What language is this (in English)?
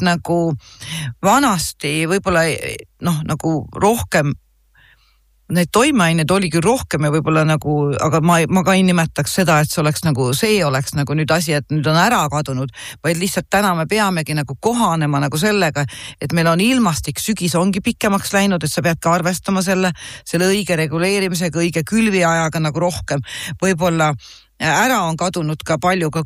Estonian